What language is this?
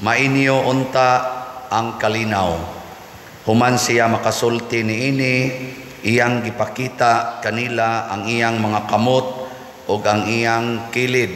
Cebuano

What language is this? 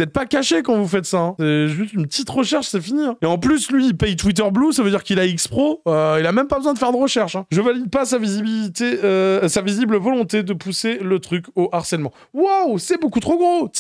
French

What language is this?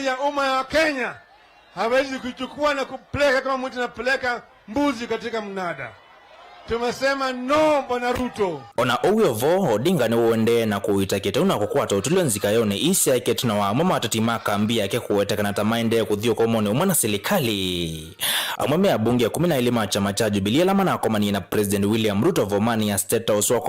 Kamba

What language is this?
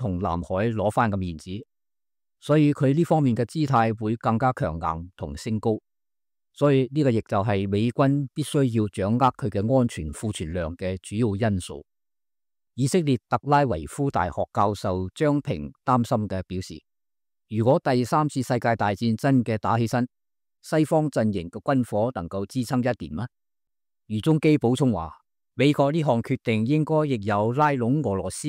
Cantonese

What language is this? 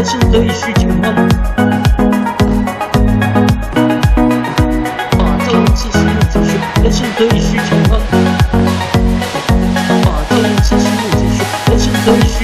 Chinese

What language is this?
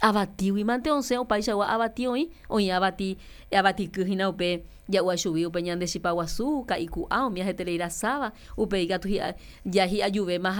Guarani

